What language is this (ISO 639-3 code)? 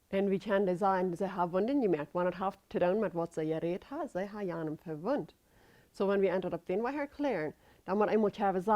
pdt